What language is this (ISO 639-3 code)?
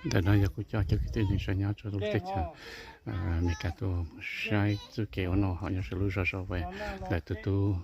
hmn